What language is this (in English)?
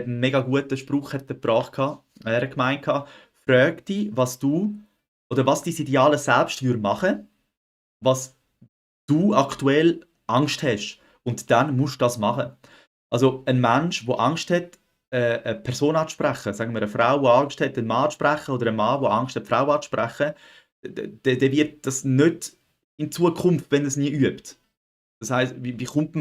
Swiss German